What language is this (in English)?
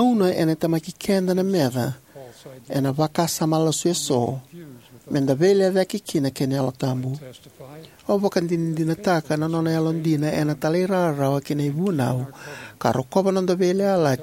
Fijian